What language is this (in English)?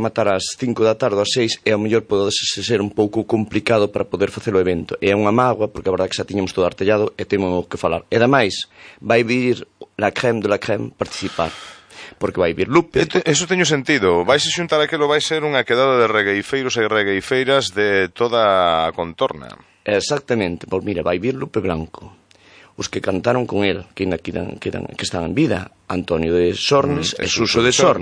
Galician